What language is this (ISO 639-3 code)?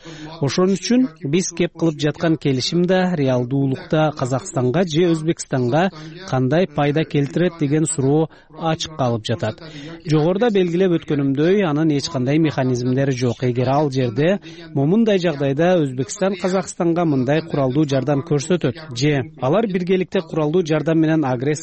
kir